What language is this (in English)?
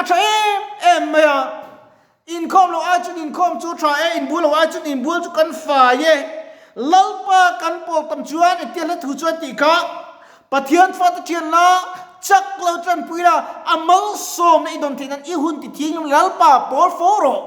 Mizo